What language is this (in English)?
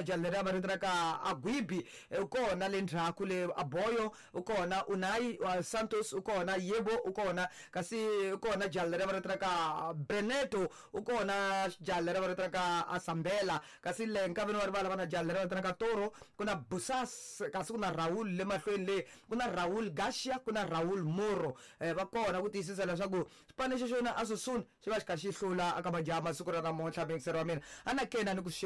Tsonga